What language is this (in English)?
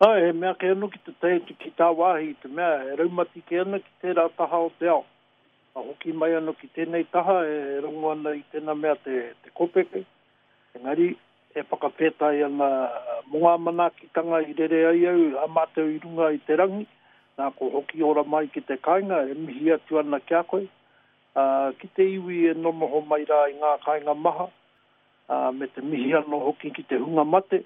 Māori